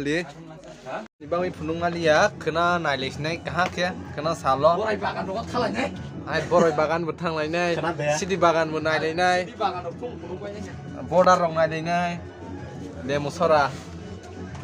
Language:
Kok Borok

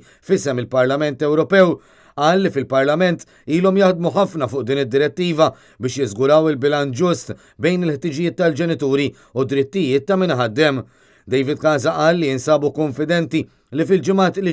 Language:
Maltese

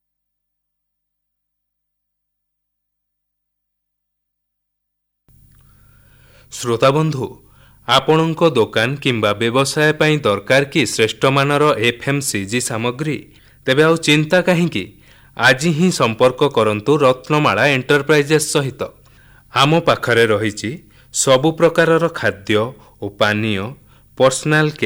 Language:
Odia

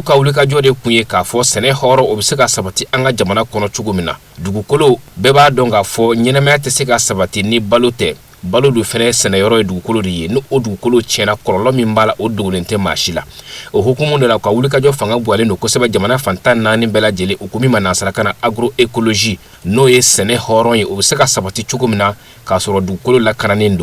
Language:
Bambara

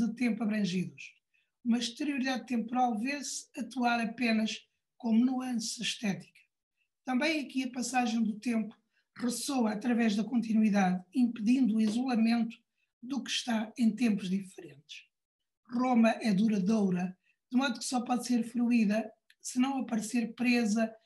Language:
Portuguese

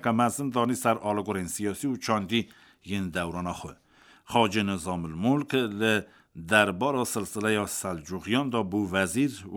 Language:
Kurdish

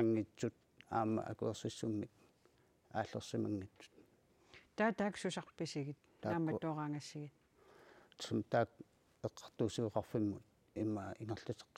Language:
Kalaallisut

